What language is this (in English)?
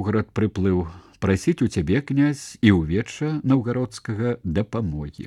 Belarusian